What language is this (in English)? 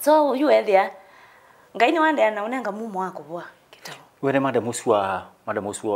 Kamba